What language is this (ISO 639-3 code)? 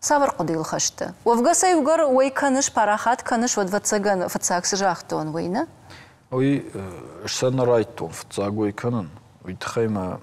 oss